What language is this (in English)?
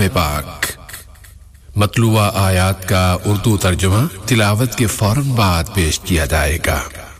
Urdu